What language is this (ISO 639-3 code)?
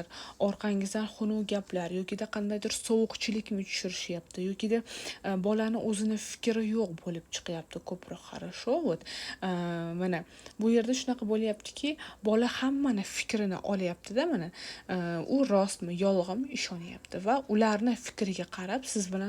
uzb